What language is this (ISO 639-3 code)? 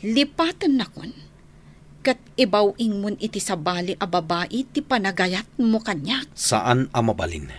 ilo